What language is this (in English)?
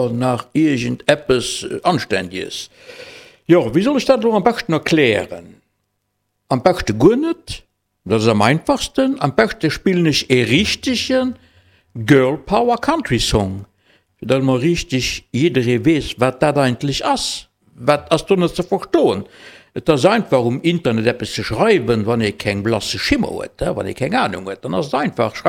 Luxembourgish